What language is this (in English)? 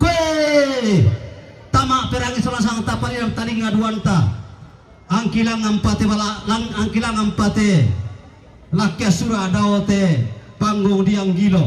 Toraja-Sa'dan